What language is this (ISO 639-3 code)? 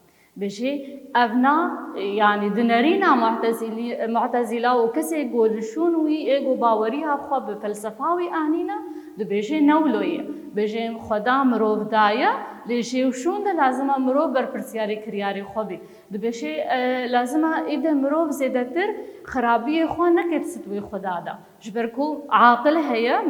kur